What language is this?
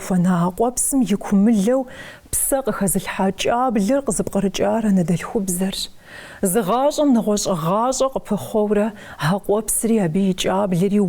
Kabardian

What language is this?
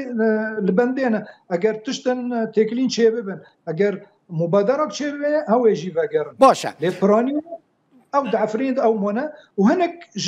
Kurdish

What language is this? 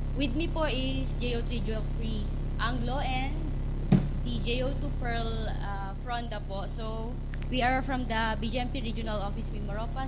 Filipino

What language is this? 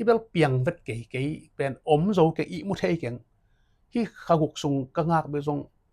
Tedim Chin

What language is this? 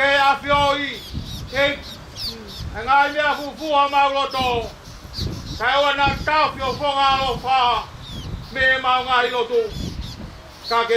Tongan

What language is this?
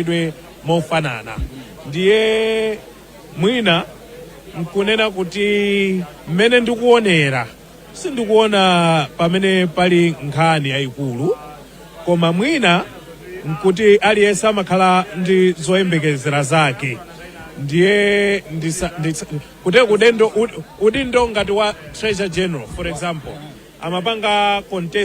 Nyanja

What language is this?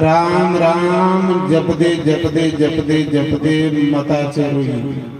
Dogri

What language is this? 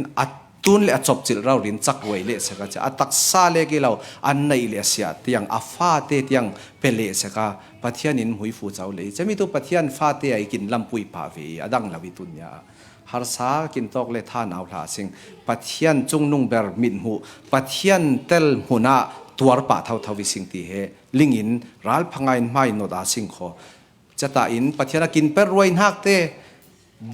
Falam Chin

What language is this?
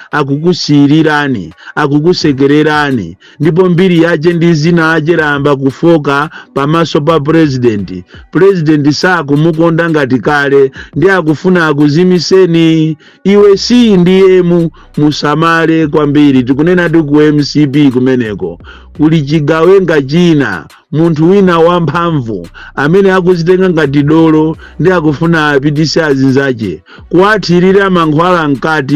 Nyanja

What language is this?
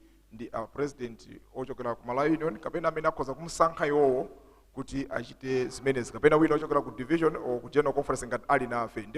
Nyanja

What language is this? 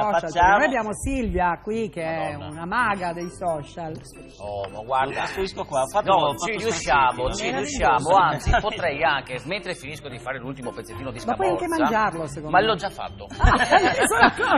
Italian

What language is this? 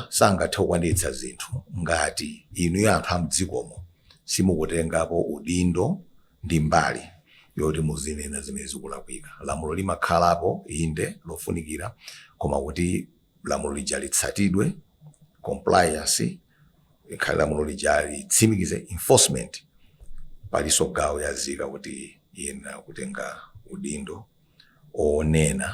Nyanja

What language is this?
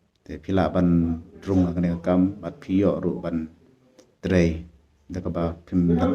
Khasi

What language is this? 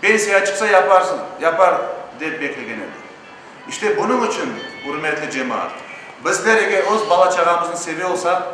Crimean Tatar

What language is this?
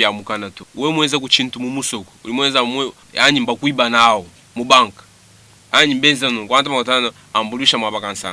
Luba-Lulua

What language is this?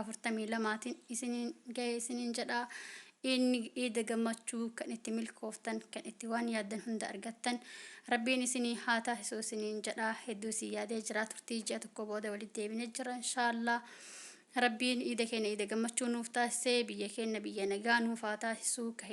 Oromo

